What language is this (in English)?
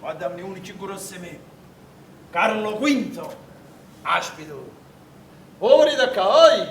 Neapolitan